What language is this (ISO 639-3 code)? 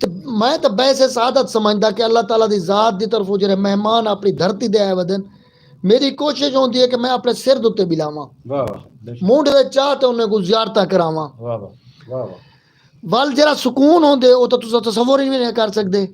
skr